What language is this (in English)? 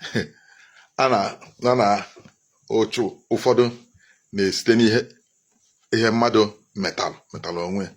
Igbo